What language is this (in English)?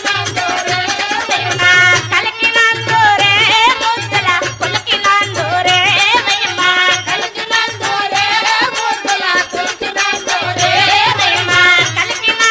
Telugu